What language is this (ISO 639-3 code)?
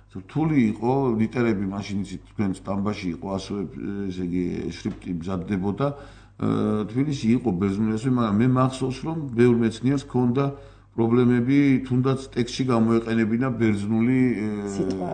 kat